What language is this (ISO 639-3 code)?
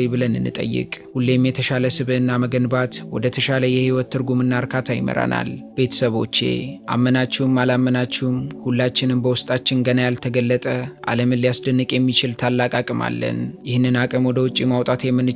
amh